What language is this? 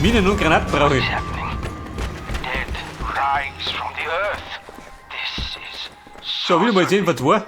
Bavarian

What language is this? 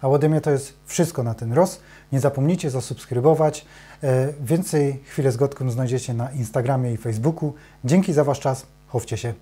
Silesian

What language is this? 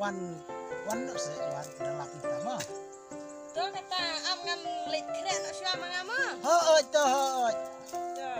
Khasi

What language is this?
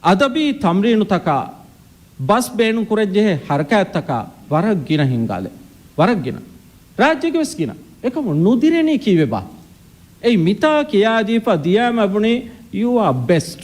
Divehi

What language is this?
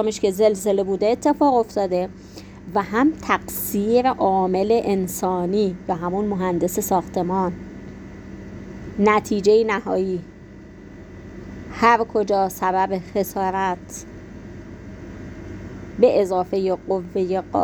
Persian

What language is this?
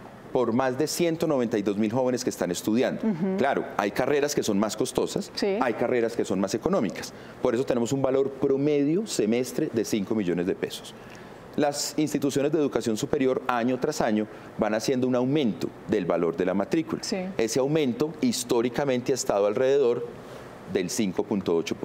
Spanish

